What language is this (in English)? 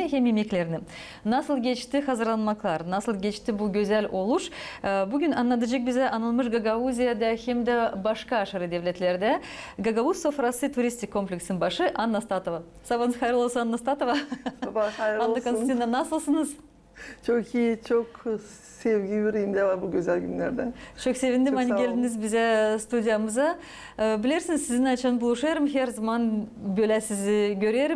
Gagauz